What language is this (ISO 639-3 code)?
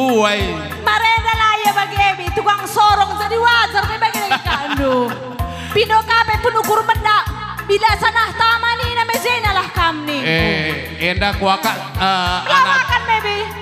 btx